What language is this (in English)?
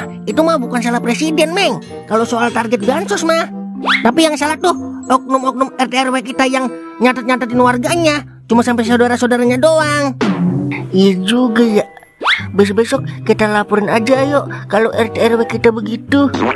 Betawi